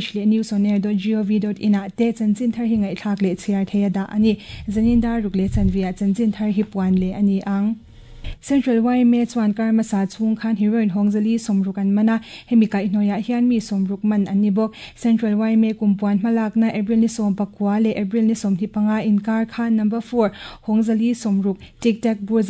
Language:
Mizo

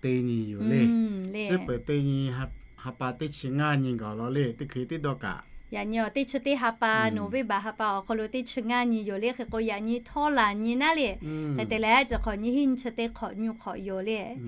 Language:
Lahu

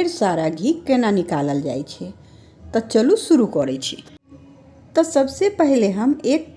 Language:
Maithili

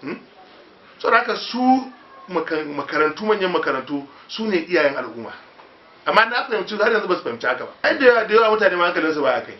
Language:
Hausa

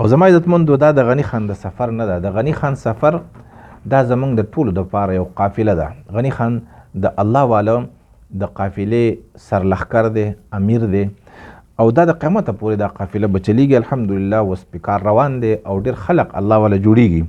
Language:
Pashto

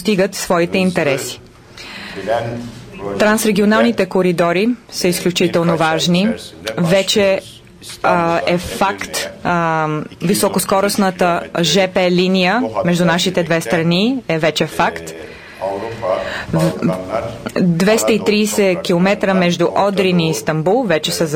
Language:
Bulgarian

